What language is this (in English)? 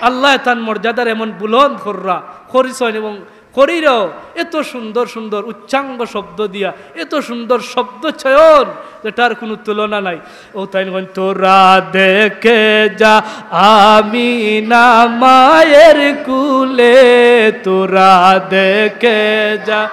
Sylheti